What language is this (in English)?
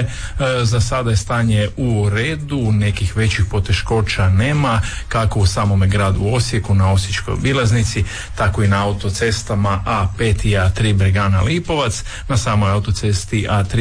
Croatian